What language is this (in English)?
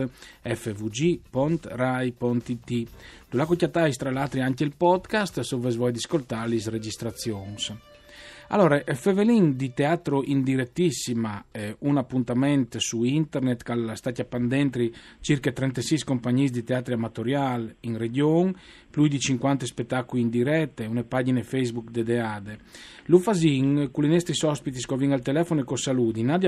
Friulian